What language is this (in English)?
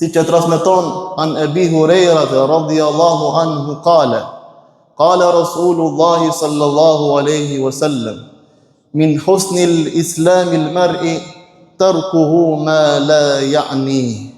Albanian